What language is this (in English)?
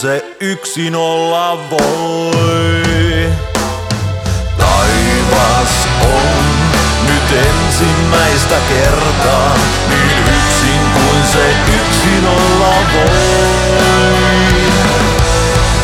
Finnish